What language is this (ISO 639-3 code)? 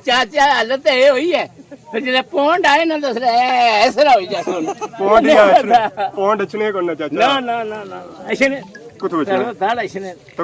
phr